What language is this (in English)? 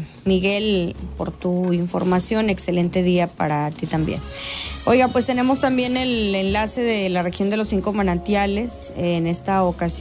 Spanish